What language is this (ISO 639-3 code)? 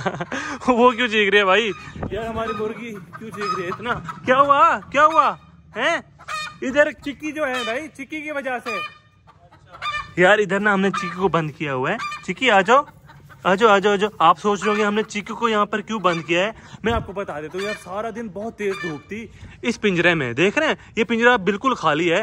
hin